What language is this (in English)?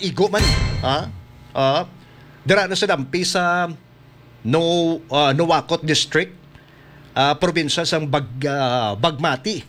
Hiligaynon